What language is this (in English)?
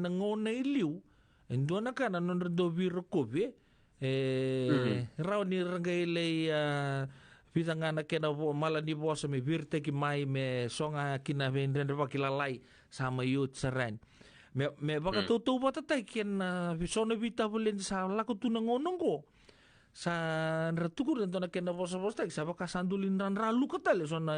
Fijian